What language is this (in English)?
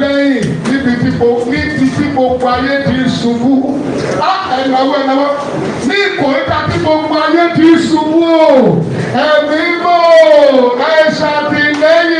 Yoruba